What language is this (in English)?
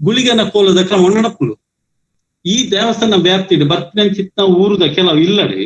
Tulu